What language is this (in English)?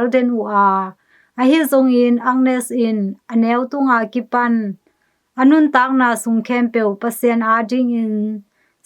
Tedim Chin